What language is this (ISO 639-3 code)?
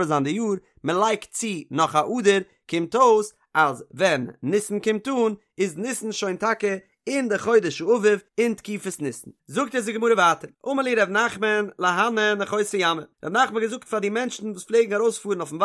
yid